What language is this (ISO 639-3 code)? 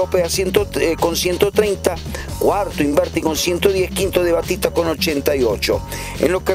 spa